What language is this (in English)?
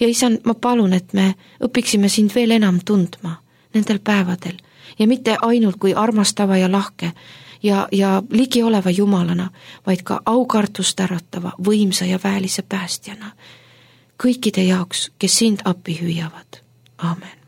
Estonian